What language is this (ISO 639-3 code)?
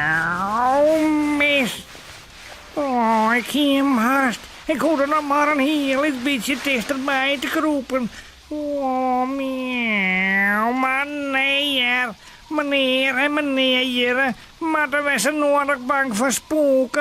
fry